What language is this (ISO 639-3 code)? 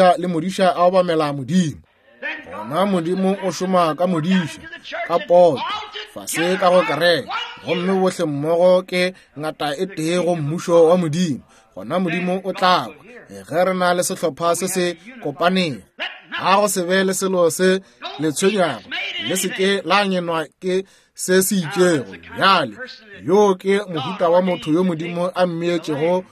nso